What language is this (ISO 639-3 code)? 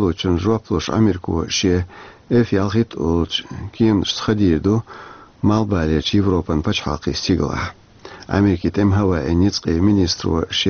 che